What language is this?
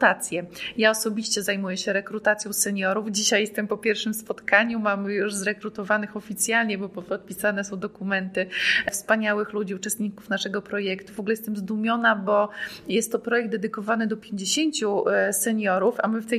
Polish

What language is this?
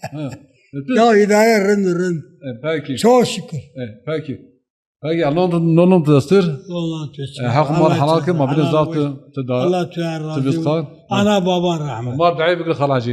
Zaza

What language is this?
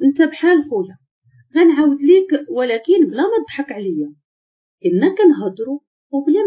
Moroccan Arabic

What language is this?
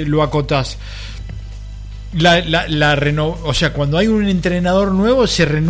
Spanish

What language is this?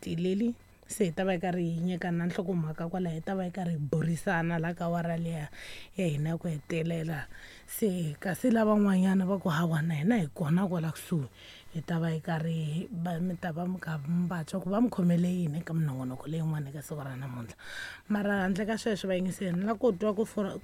Tsonga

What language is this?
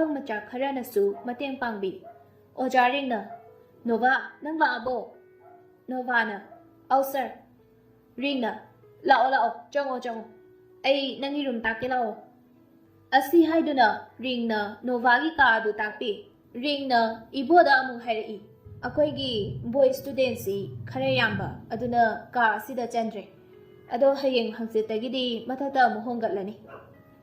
Manipuri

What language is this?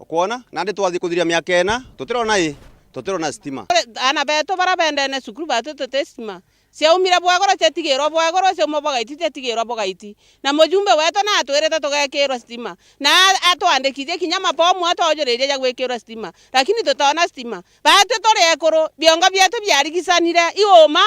Meru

